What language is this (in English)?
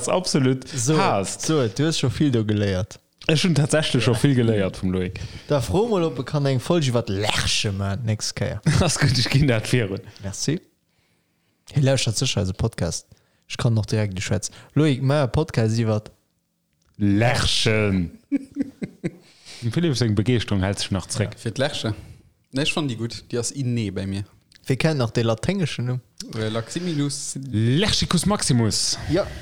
Luxembourgish